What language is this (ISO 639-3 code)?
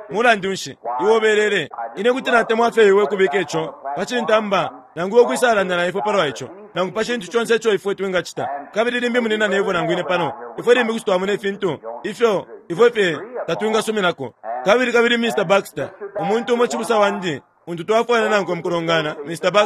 bem